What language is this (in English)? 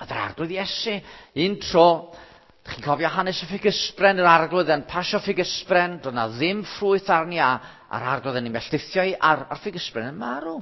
Welsh